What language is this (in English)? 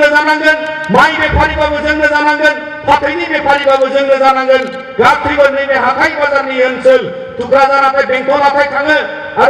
Bodo